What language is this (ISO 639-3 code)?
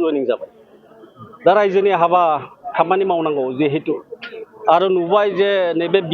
brx